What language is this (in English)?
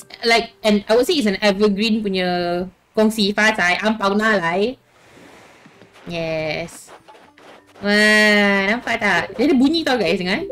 Malay